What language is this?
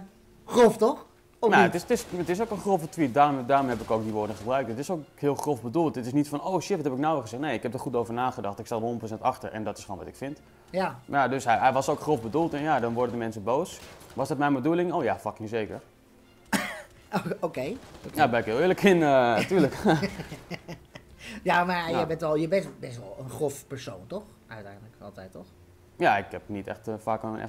Dutch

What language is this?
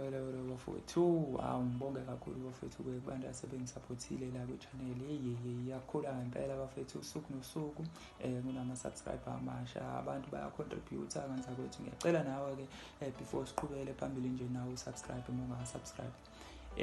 Zulu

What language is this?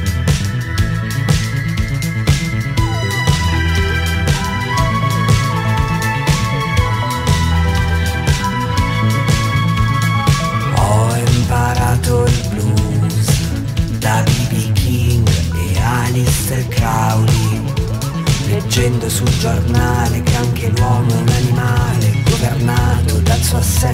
Italian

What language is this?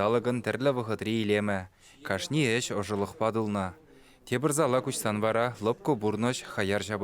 Chuvash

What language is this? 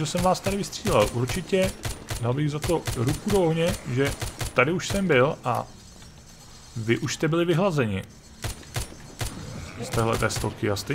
Czech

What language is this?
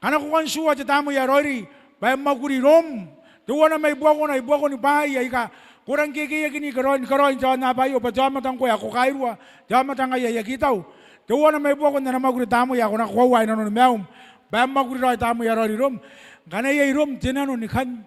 Gilbertese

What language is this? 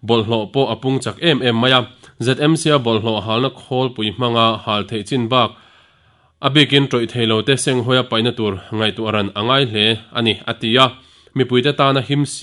Mizo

